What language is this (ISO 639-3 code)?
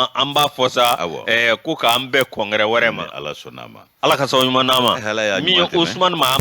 bam